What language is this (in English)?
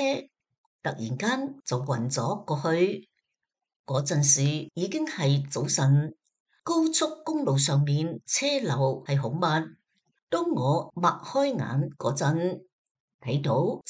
Cantonese